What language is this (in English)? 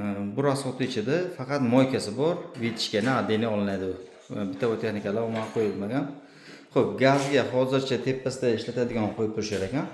Uzbek